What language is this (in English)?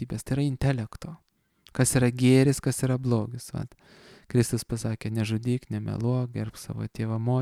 Lithuanian